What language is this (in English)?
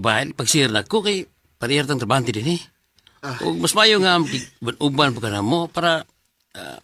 Cebuano